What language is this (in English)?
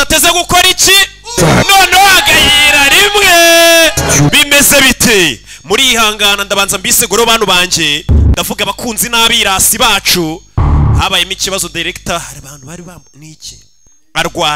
Kinyarwanda